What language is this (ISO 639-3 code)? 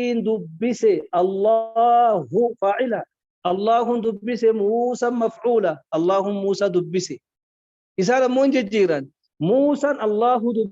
orm